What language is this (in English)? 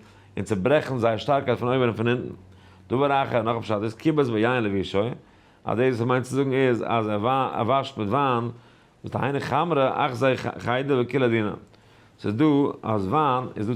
Yiddish